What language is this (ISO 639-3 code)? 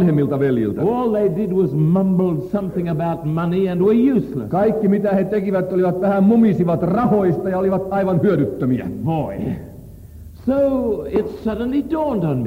fin